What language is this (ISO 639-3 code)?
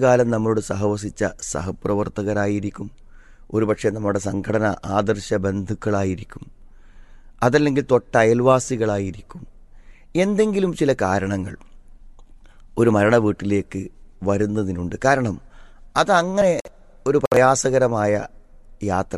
mal